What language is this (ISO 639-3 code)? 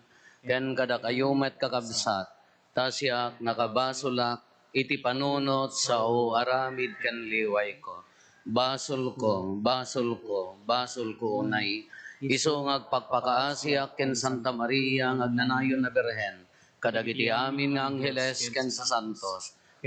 ilo